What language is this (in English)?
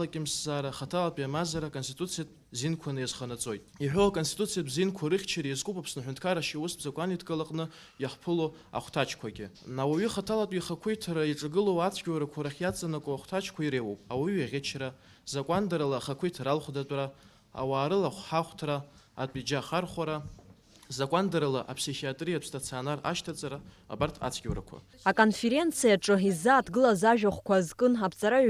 Abkhazian